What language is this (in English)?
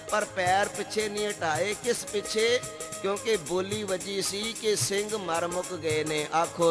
Punjabi